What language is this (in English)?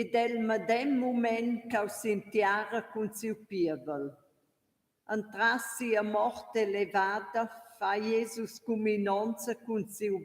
Romansh